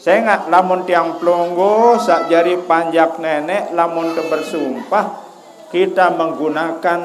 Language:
Sasak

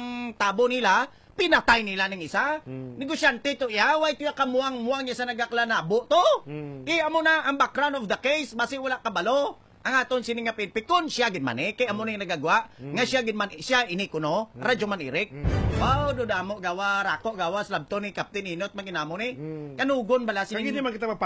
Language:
Hiligaynon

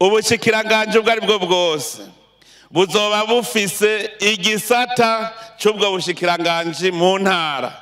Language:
Rundi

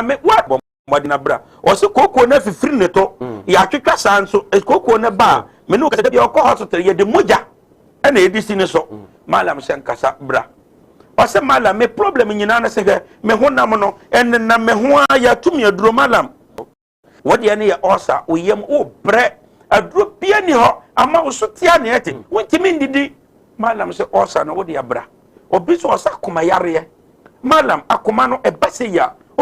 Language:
Akan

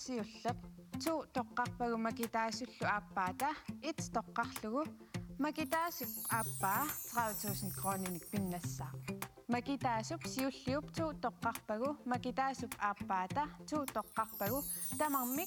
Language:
Kalaallisut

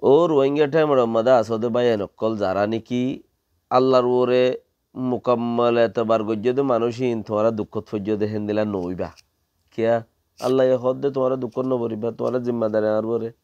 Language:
Rohingya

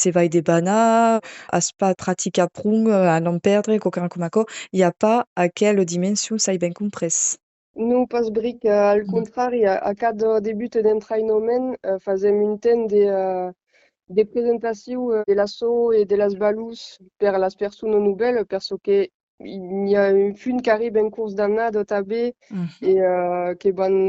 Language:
Occitan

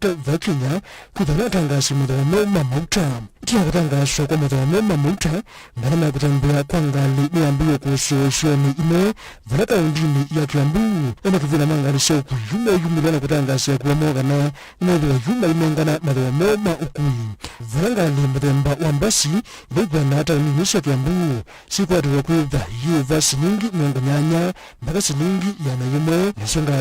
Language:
Kamba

